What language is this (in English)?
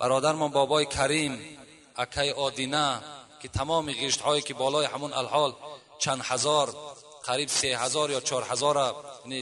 Tajik